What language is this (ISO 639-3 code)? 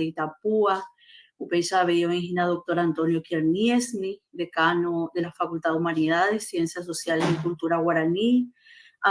grn